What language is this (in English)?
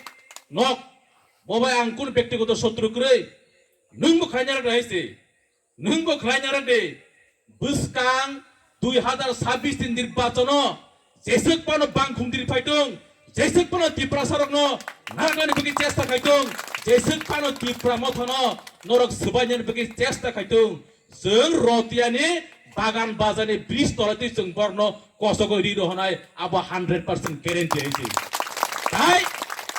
Kok Borok